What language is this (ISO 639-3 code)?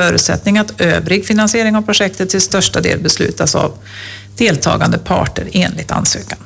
swe